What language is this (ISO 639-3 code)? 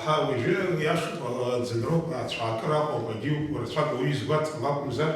abk